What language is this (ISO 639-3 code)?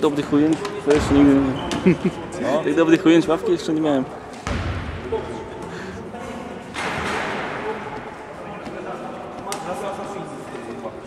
pol